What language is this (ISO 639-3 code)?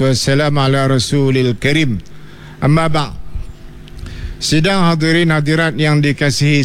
msa